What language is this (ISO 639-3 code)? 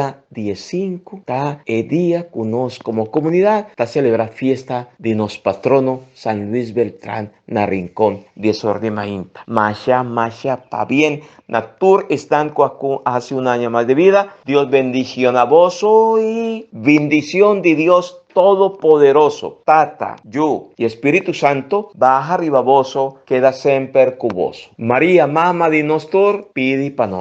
pap